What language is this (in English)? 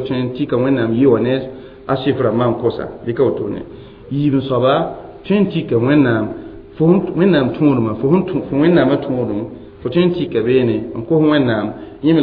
Mossi